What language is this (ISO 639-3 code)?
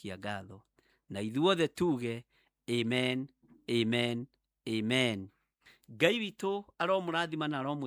kik